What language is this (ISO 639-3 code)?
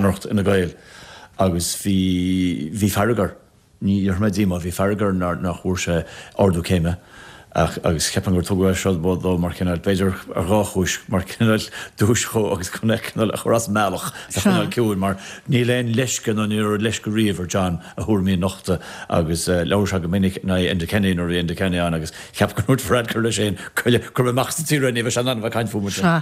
gle